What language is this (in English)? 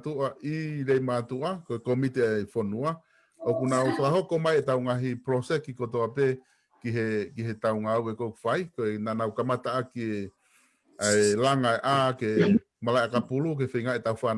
Tongan